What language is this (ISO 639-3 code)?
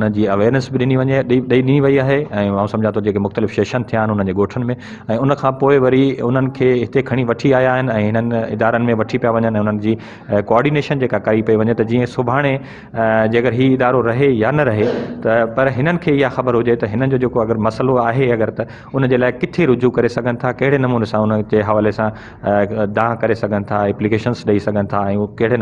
snd